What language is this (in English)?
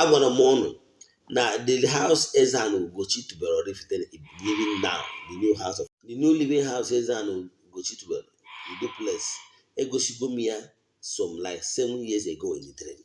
Igbo